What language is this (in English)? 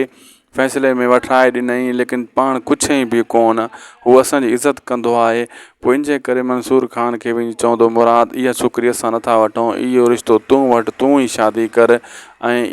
Sindhi